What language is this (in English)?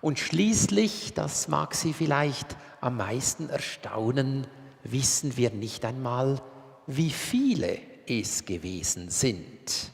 Swiss German